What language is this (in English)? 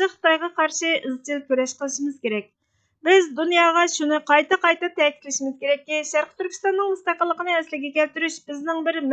Uyghur